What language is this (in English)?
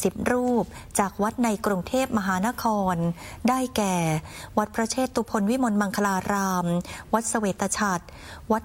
Thai